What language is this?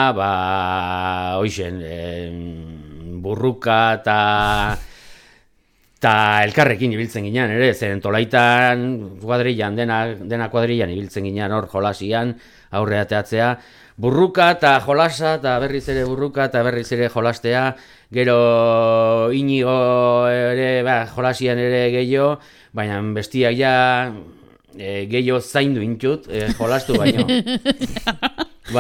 Basque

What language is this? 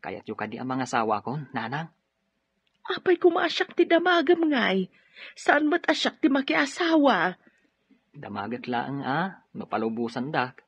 Iloko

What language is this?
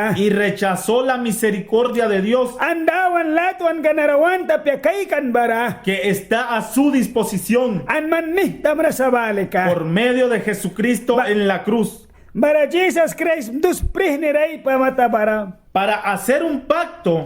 Mískito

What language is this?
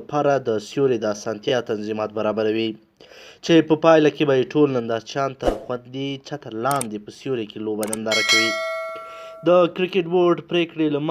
Pashto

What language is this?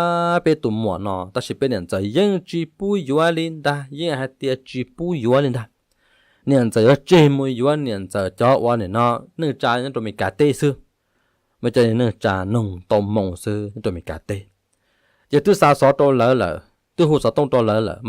Hmong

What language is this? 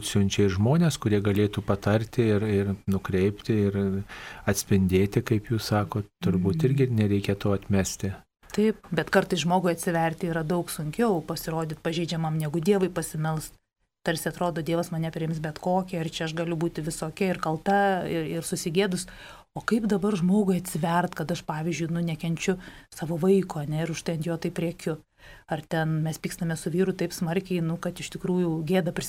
Lithuanian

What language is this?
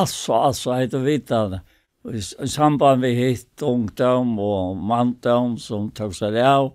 Faroese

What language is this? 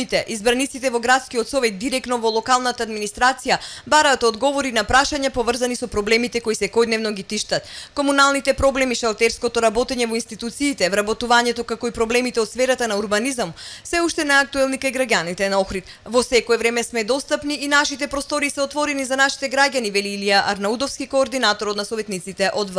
Macedonian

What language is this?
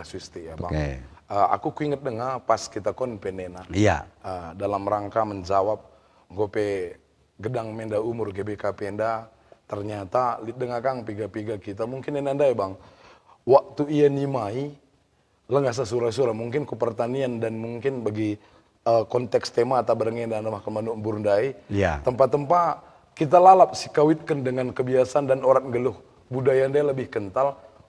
Batak Karo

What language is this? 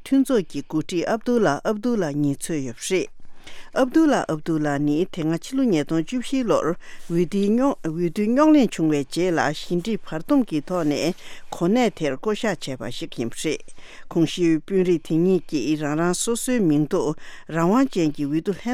Tibetan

